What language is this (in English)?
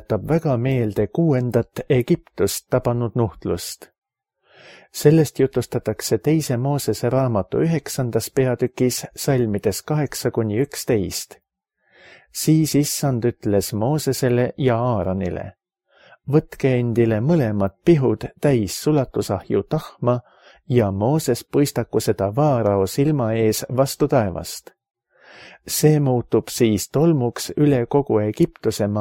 Estonian